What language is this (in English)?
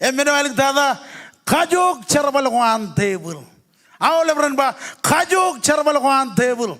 Marshallese